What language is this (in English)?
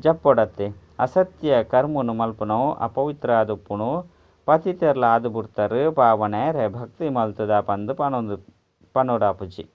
Tulu